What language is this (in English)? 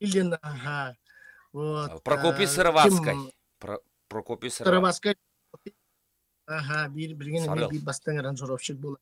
Yakut